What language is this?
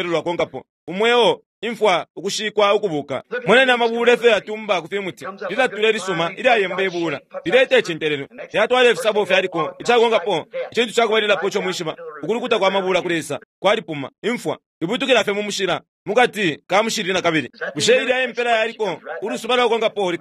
Bemba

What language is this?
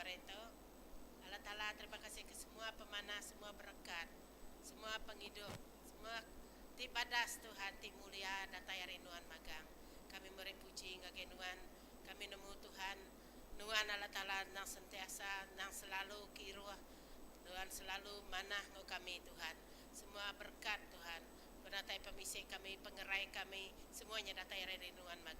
Iban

